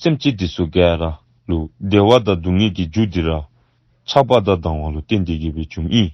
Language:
Dzongkha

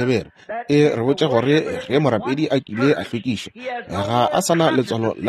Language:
Northern Sotho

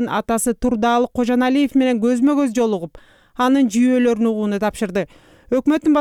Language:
Kyrgyz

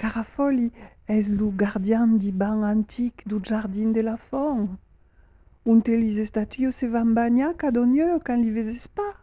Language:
Occitan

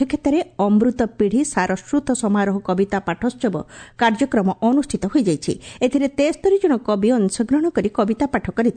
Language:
Odia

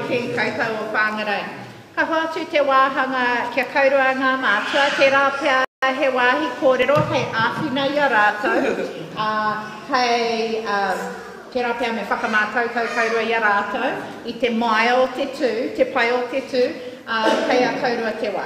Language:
Māori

